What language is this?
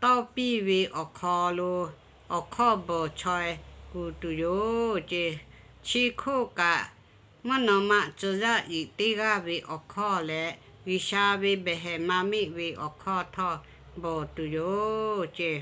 Lahu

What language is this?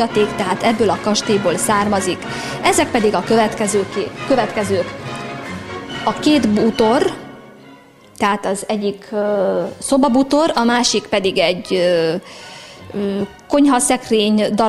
Hungarian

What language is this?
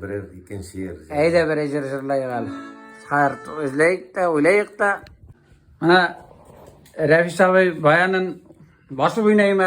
Tatar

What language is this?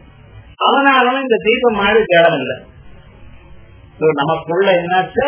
Tamil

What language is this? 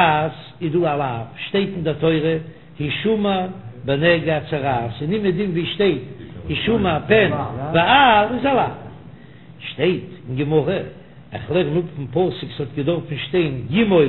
Yiddish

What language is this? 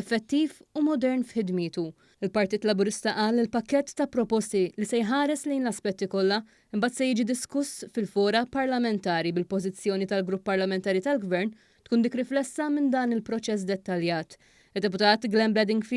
Maltese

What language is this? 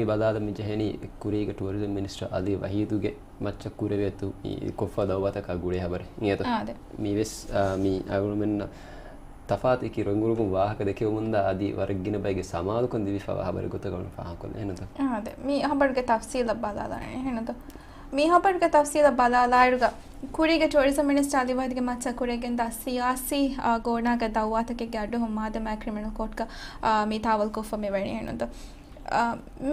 Divehi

